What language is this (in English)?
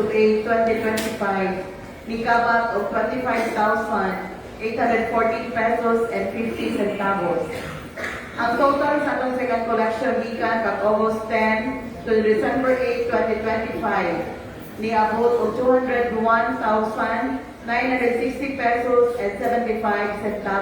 Cebuano